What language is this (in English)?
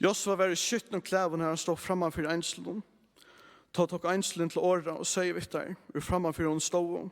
Faroese